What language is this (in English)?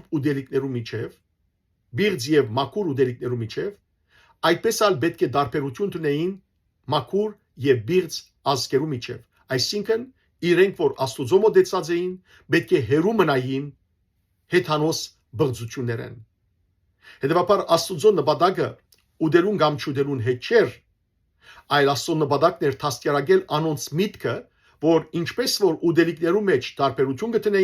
Western Armenian